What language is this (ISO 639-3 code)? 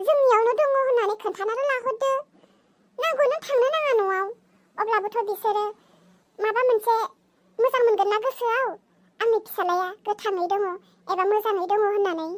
brx